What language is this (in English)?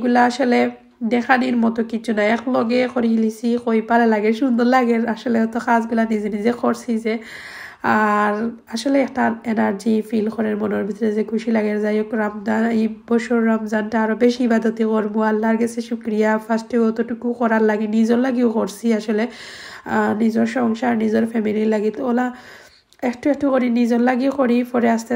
Sylheti